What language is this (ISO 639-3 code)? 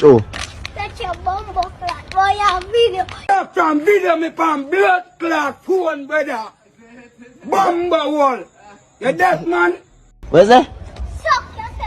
jam